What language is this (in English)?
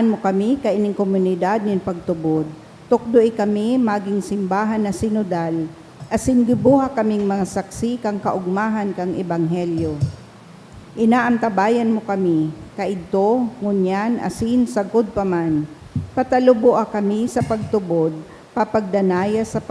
Bikol